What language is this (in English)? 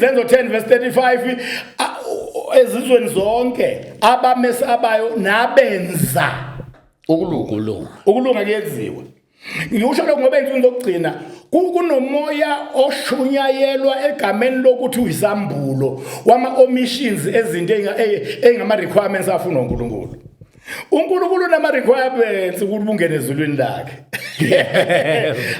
Zulu